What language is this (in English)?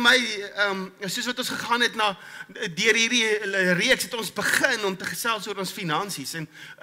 Afrikaans